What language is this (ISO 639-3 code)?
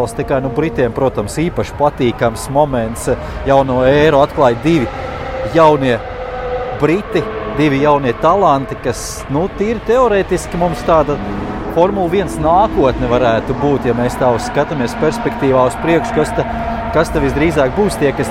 lav